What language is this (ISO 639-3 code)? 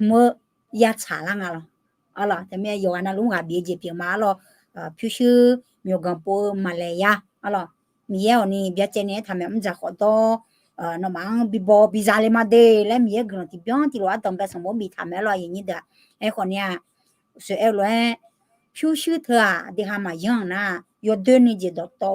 ahk